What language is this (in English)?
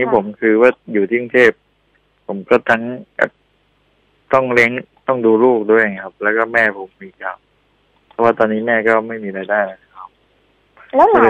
Thai